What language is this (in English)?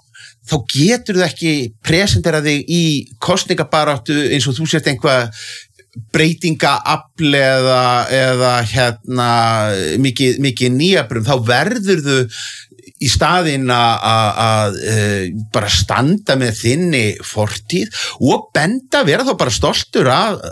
Icelandic